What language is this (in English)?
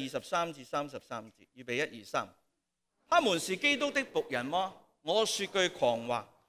Cantonese